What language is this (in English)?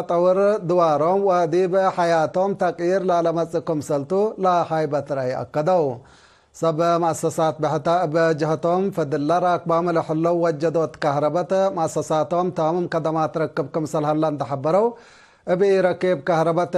Tigre